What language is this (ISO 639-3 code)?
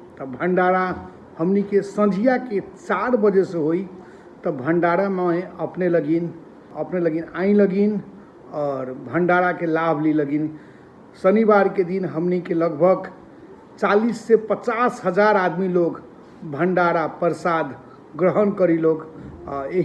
mai